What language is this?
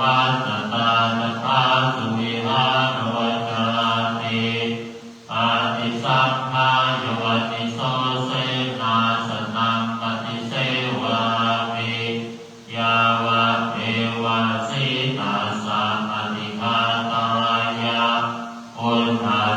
Pali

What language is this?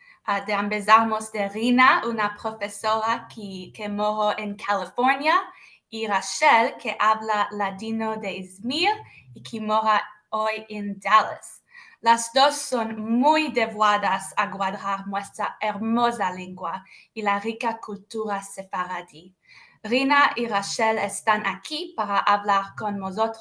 Ladino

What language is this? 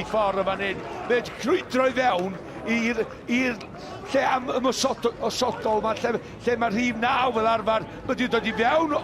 Welsh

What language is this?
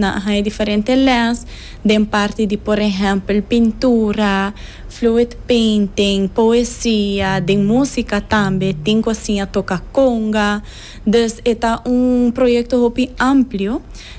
Papiamento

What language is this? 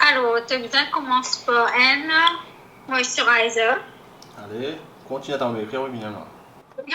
Morisyen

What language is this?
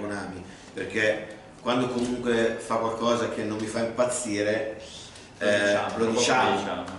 Italian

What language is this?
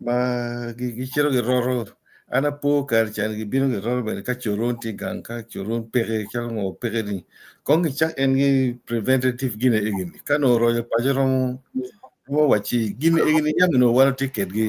Acoli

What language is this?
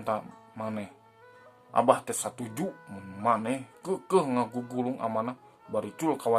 Sundanese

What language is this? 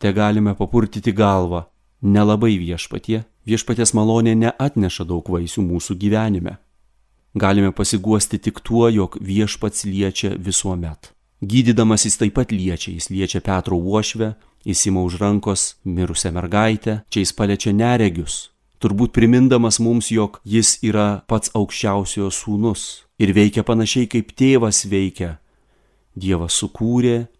Lithuanian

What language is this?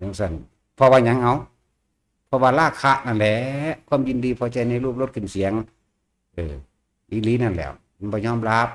Northeastern Thai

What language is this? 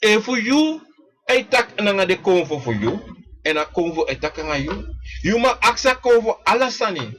Sranan Tongo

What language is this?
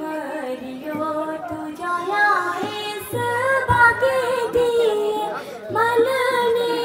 Dogri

